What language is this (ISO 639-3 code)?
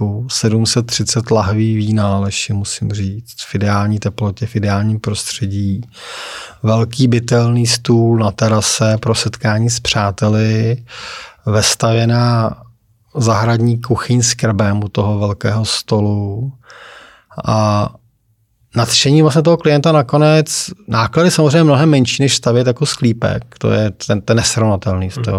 ces